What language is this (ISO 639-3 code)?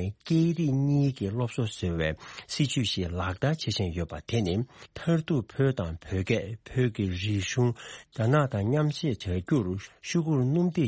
bod